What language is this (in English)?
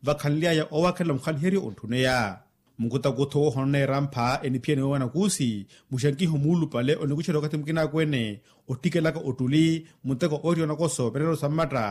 Makhuwa